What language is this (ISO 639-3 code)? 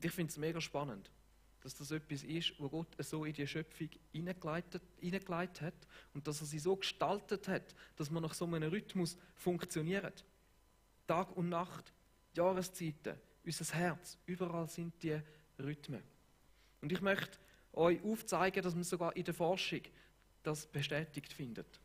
gsw